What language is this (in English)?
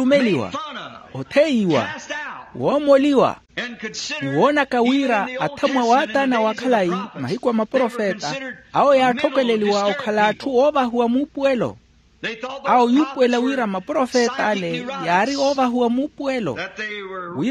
Makhuwa